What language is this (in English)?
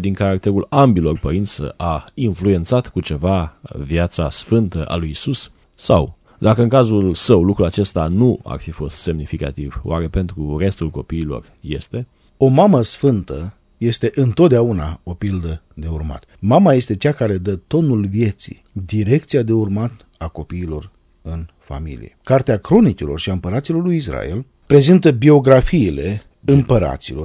Romanian